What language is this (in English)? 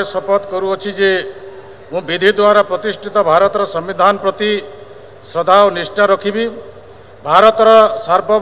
Odia